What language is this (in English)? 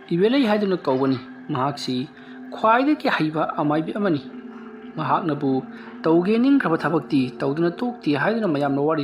Manipuri